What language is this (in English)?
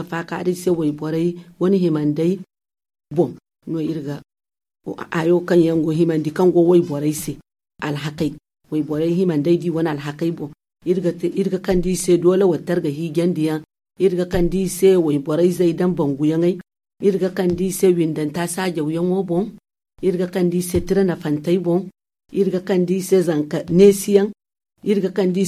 Zarma